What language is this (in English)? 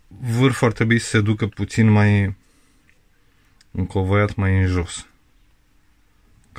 Romanian